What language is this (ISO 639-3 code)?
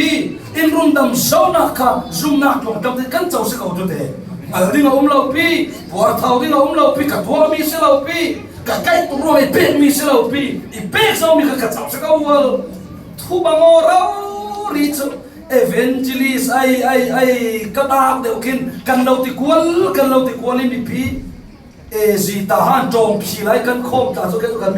cfm